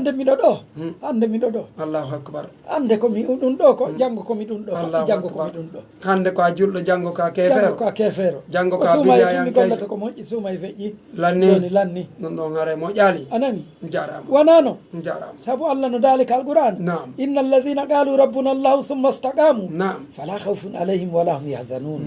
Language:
Pular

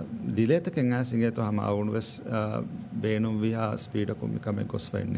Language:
Divehi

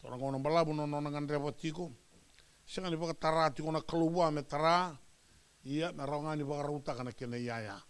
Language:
Fijian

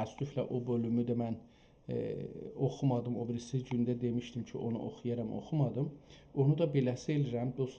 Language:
South Azerbaijani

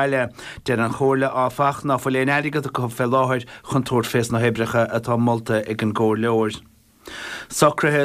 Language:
Irish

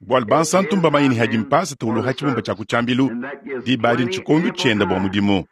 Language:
Luba-Lulua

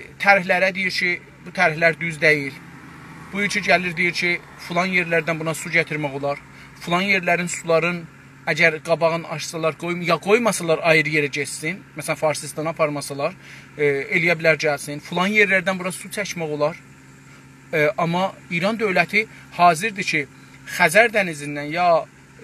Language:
South Azerbaijani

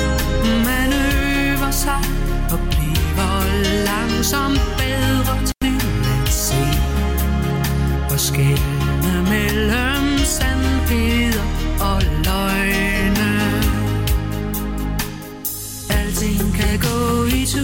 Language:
Danish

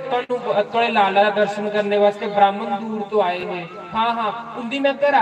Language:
Dogri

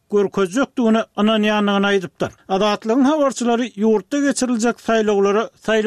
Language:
Turkmen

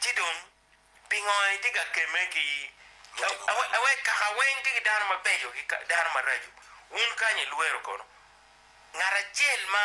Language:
Acoli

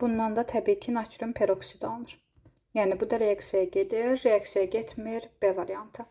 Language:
Azerbaijani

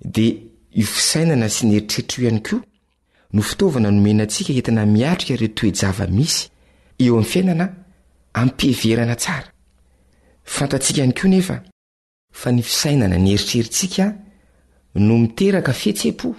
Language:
Malagasy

